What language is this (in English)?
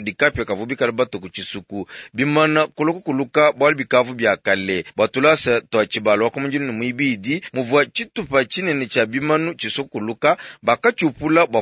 Luba-Lulua